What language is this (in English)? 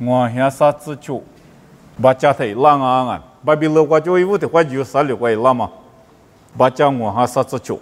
Lisu